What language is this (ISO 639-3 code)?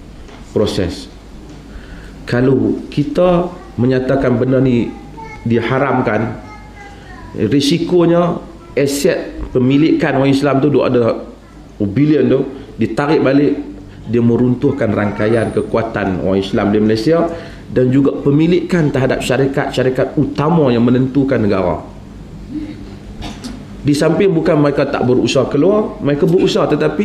msa